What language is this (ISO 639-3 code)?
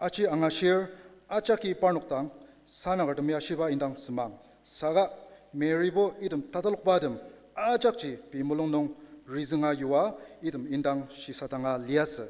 njo